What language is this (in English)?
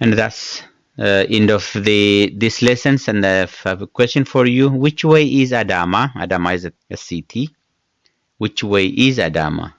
English